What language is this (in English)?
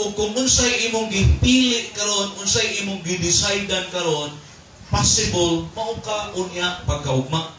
Cebuano